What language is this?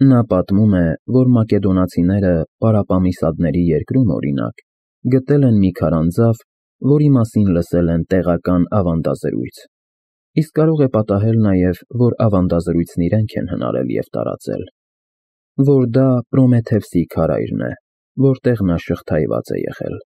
Armenian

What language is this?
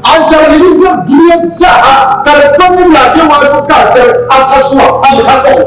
Dagbani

